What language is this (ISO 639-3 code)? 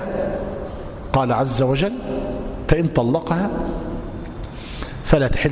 ara